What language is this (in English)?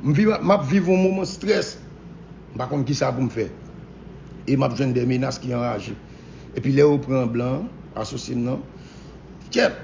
Haitian Creole